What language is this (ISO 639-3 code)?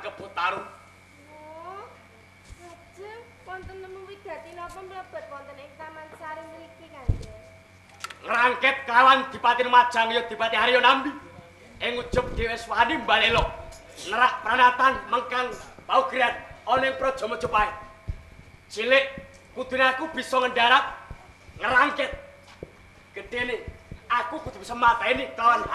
jav